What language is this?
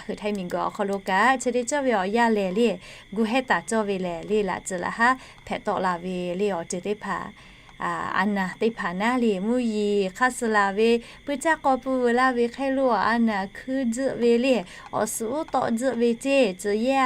Lahu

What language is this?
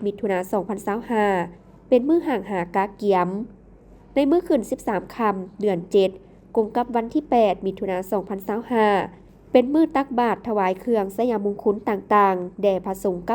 Lao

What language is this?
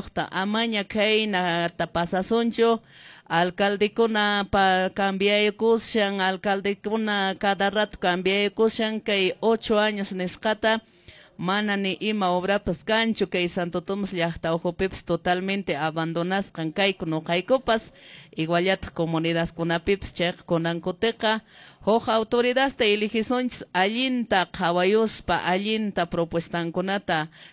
Quechua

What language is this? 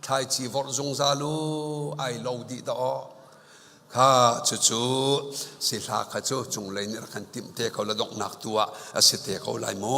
Hakha Chin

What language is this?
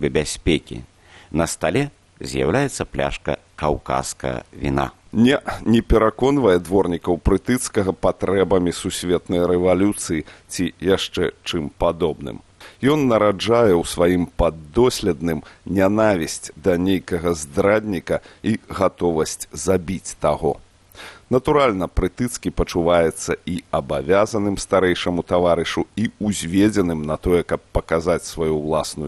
Belarusian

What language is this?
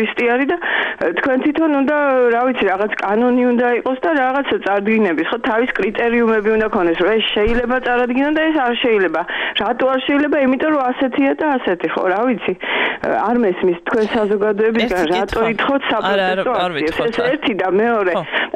Georgian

